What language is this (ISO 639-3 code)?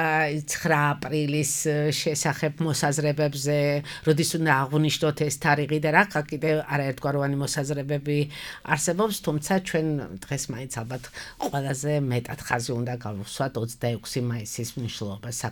kat